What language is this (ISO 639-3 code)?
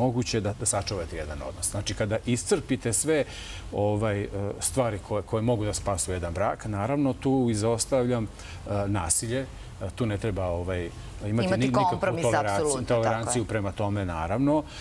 srp